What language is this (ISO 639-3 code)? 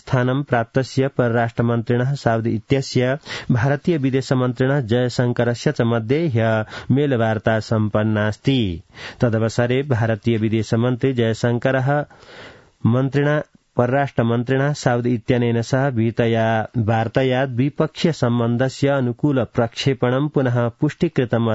san